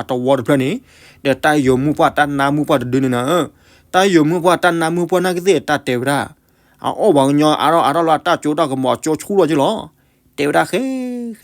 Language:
S'gaw Karen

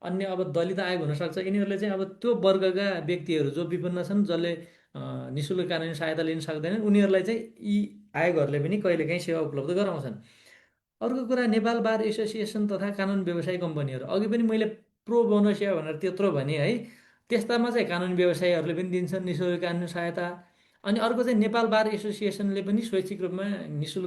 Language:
Nepali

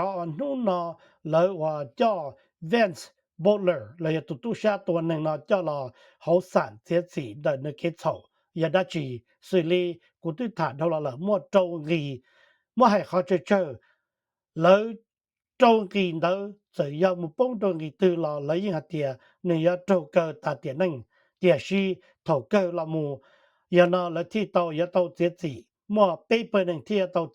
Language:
Hmong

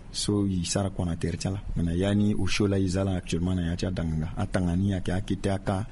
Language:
Sango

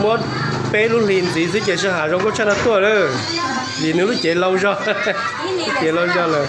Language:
Hmong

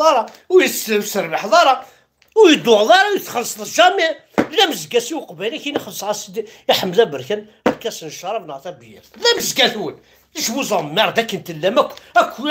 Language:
Kabyle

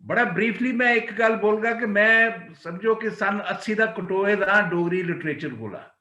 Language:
Dogri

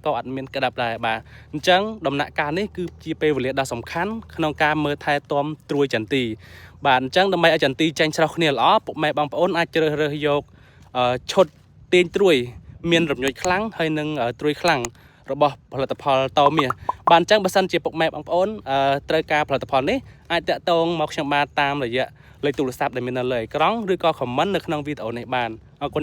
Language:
Khmer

